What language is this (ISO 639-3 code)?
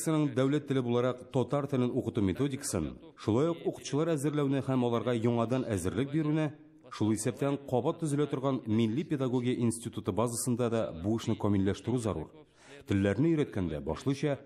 tat